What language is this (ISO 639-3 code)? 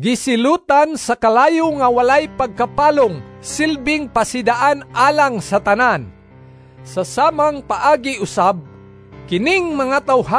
ceb